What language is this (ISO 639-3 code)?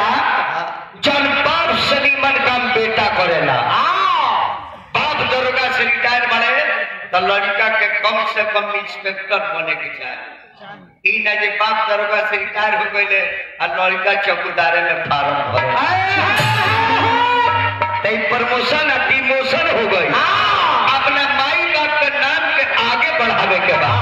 bho